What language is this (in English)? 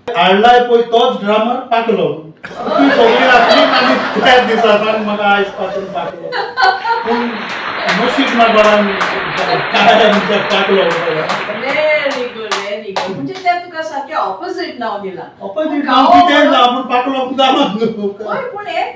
Konkani